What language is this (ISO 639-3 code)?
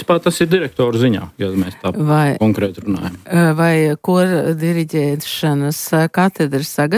lav